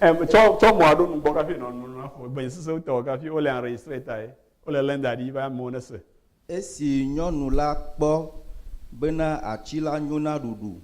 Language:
Ewe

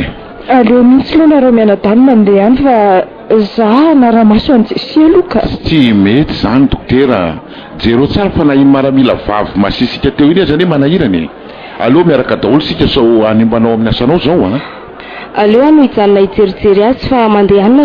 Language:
Malagasy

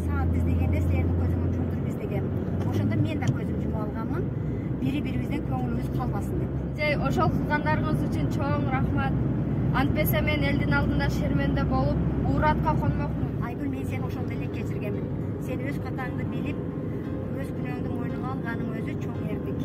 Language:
Kyrgyz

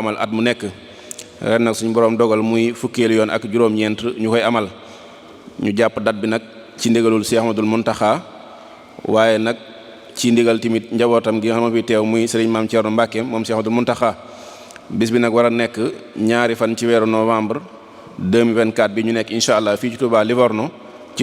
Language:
Wolof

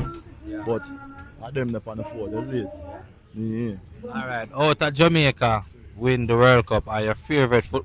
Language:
Jamaican Creole English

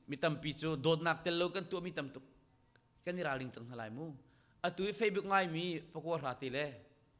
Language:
Hakha Chin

